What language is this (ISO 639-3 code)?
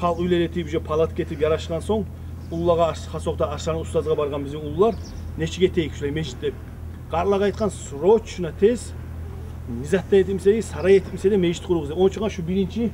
kum